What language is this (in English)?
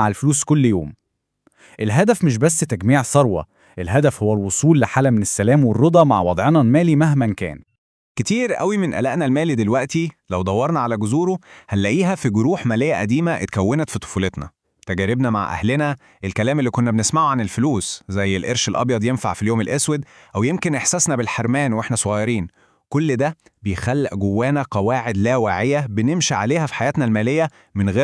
Egyptian Arabic